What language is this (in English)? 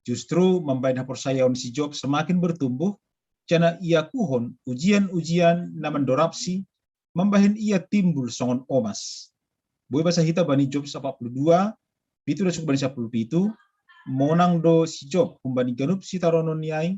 Batak Simalungun